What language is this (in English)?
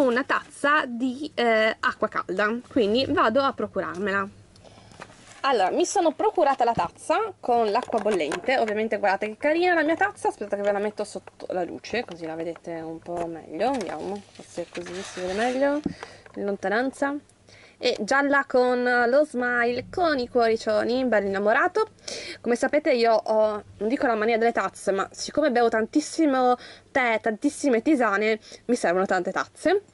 Italian